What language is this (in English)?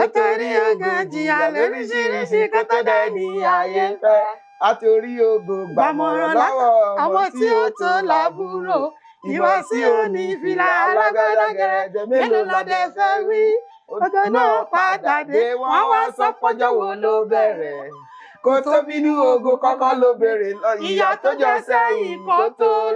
Yoruba